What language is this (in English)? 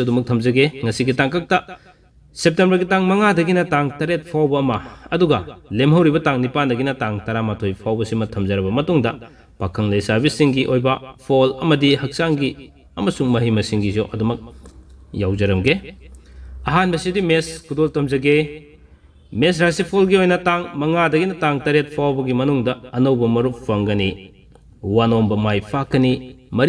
Manipuri